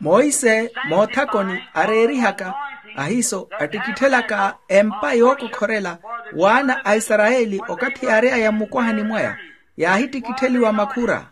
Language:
Makhuwa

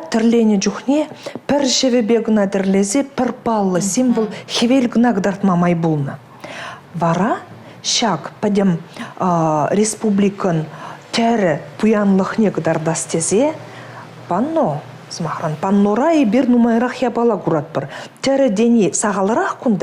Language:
Chuvash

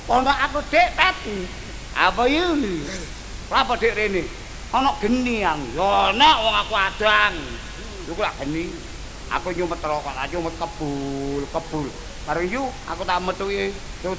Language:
Javanese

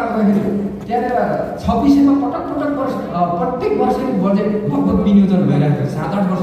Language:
Nepali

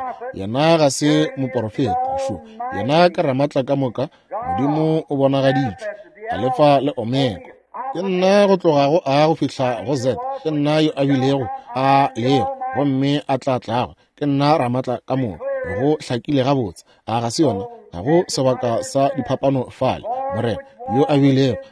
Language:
Northern Sotho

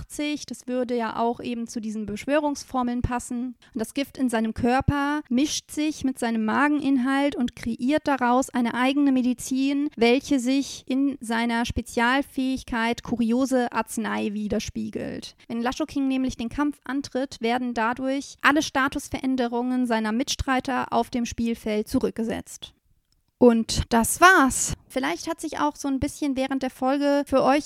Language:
German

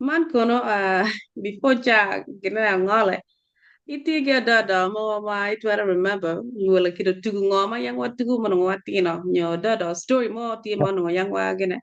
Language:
Acoli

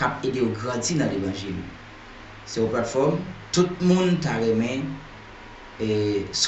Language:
Haitian Creole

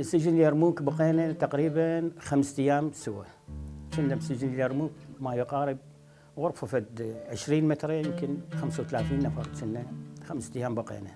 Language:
Mesopotamian Arabic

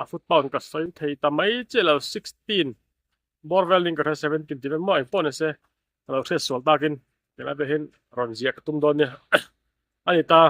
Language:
Mizo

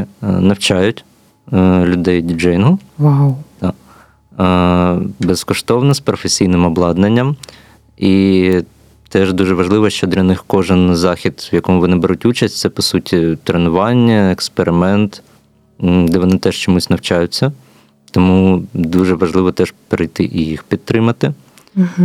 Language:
Ukrainian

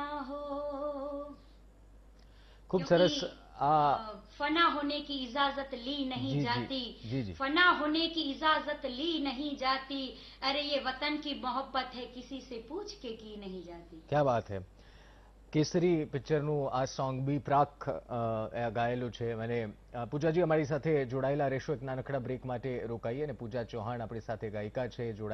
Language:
Gujarati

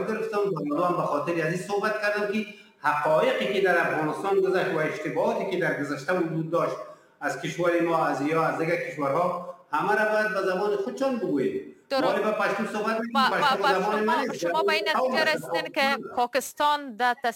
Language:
Persian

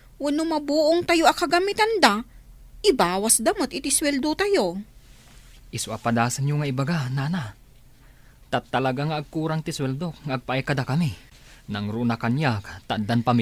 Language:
Iloko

